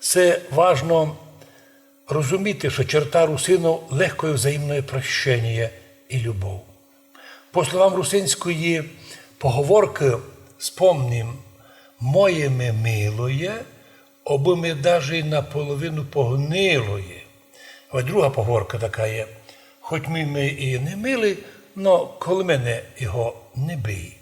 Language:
Rusyn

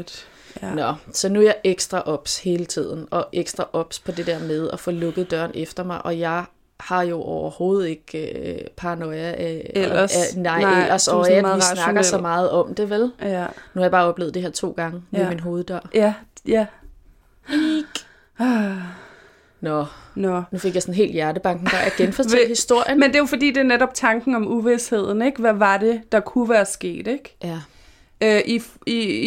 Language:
Danish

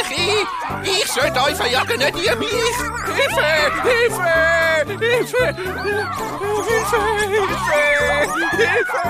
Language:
Swiss German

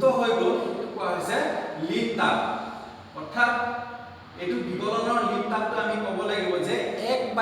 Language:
Assamese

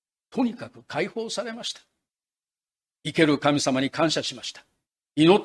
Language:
Japanese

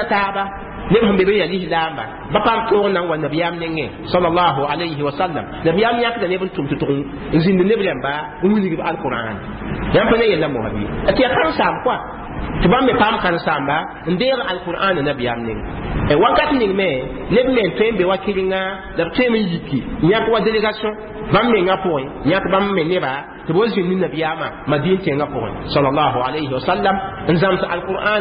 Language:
Mossi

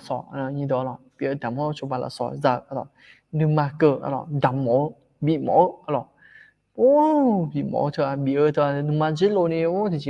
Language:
Akha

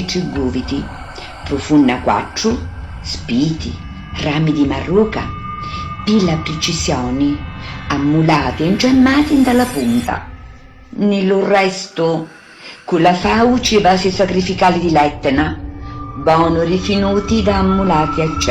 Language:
Sicilian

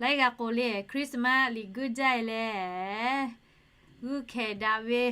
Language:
Lahu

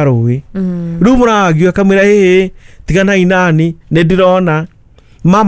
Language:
Kikuyu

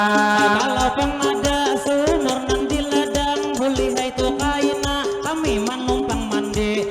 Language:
Banjar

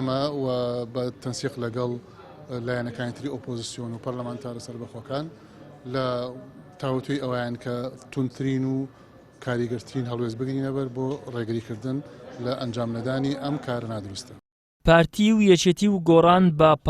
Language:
Central Kurdish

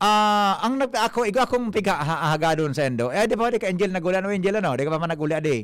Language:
Bikol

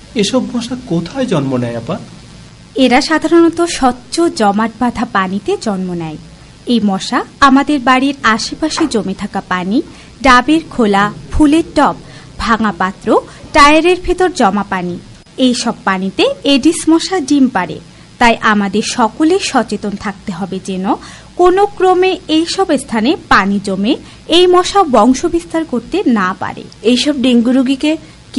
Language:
Bangla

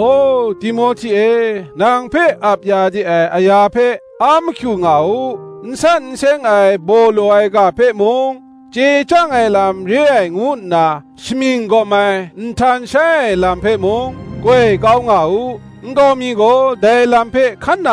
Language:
Kachin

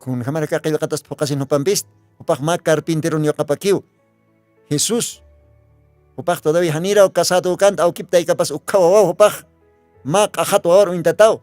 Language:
Aymara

